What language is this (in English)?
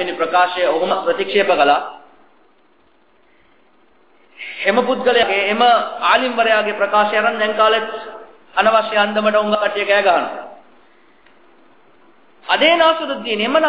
Tamil